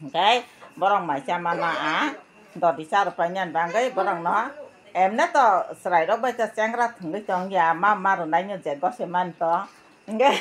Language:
Kok Borok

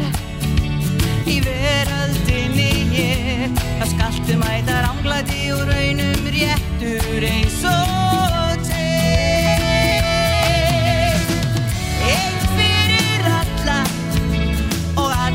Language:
Icelandic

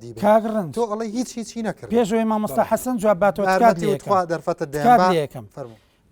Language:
Central Kurdish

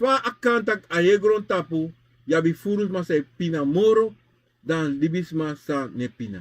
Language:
Sranan Tongo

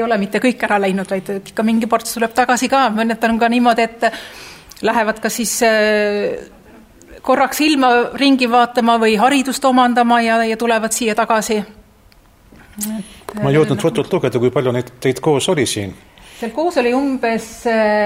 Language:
Estonian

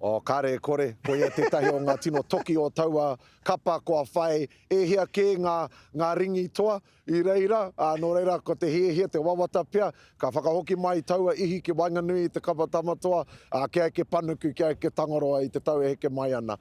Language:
Māori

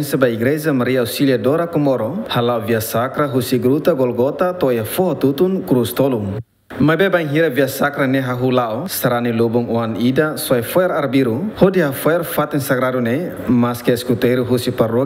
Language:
Tetum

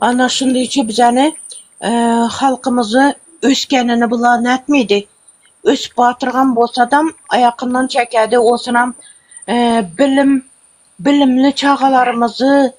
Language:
Turkmen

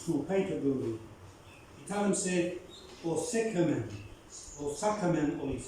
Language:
Bislama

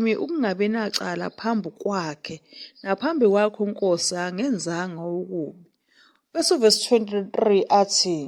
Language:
Zulu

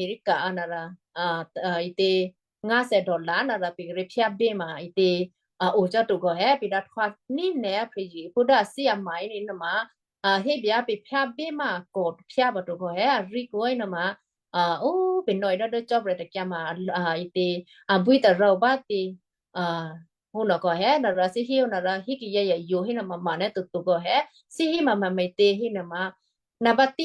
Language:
Western Kayah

